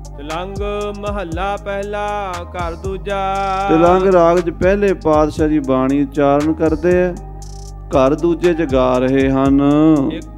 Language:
Punjabi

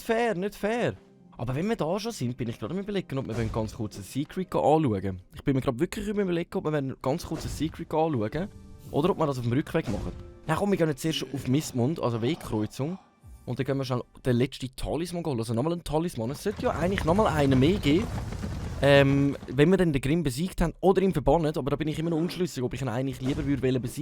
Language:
Swiss German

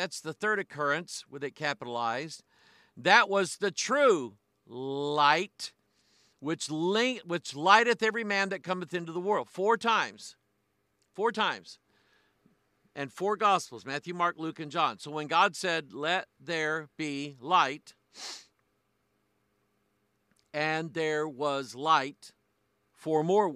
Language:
English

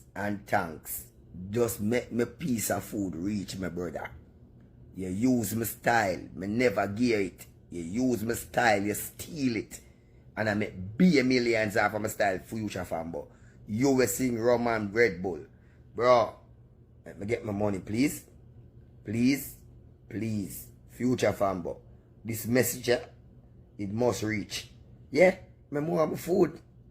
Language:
Jamaican Creole English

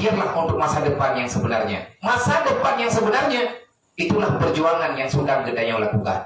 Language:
Achinese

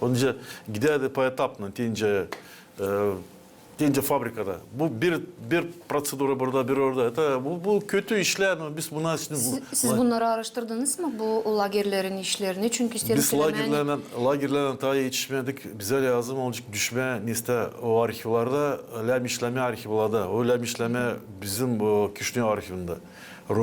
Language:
Gagauz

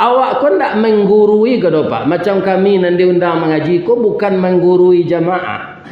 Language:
Minangkabau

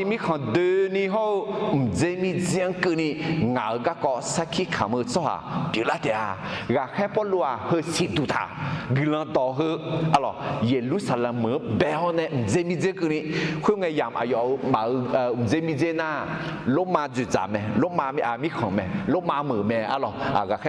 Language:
Akha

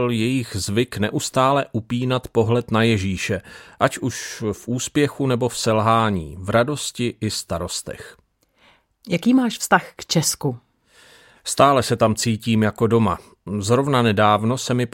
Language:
Czech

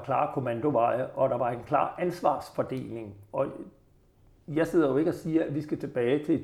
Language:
Danish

